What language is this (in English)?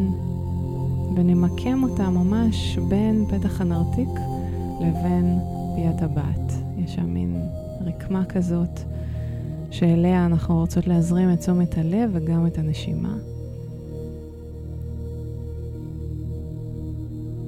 Hebrew